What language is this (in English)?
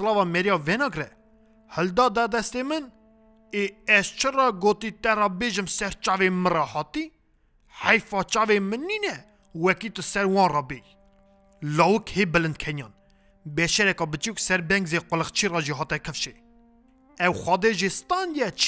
Kurdish